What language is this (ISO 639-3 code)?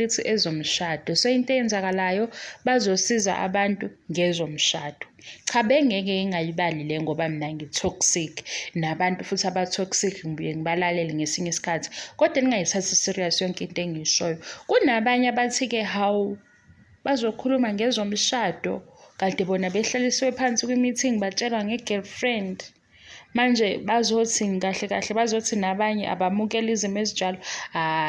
zul